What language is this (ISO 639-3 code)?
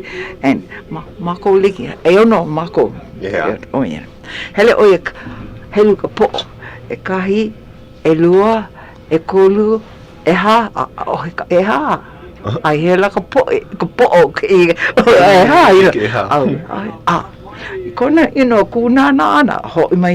haw